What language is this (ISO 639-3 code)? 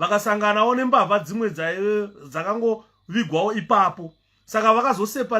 sna